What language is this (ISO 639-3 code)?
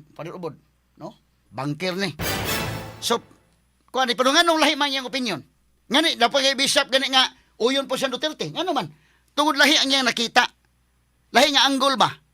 ceb